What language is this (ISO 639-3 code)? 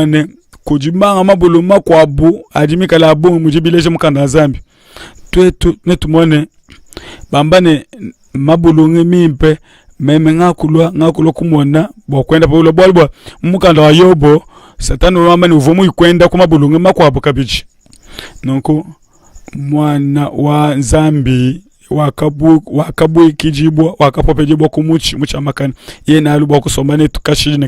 lua